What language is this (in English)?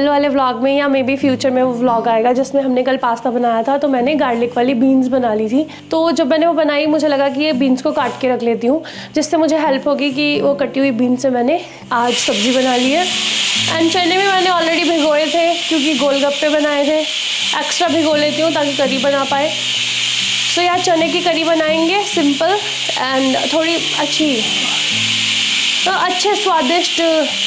Hindi